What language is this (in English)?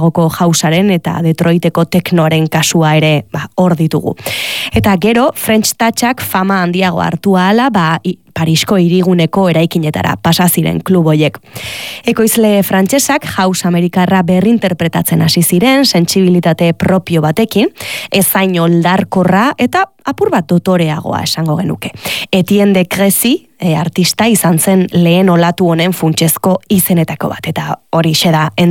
Basque